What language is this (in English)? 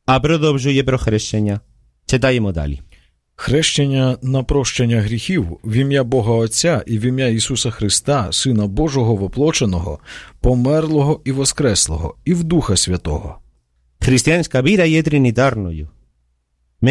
Ukrainian